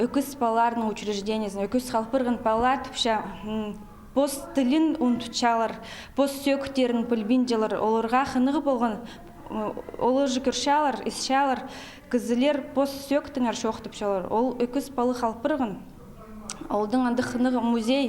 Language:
Khakas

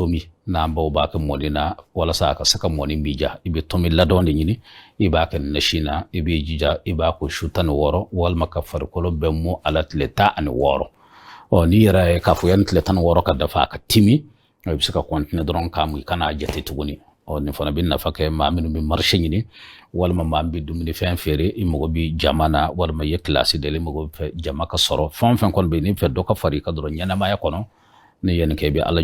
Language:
Bambara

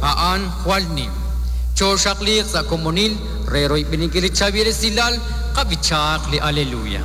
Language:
Kekchí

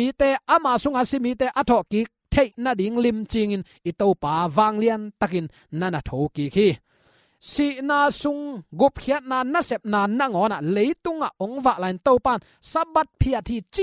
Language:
Tedim Chin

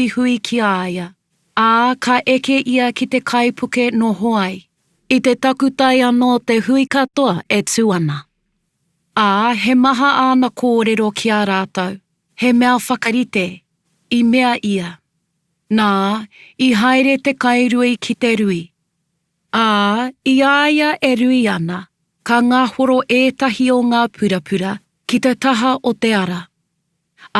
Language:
Māori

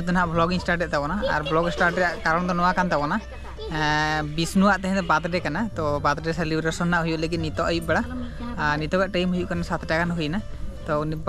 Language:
Santali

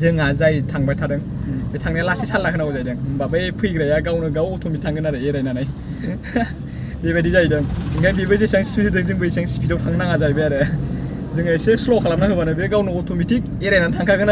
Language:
Bodo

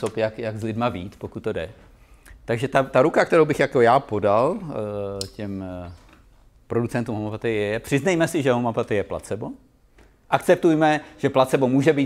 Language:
Czech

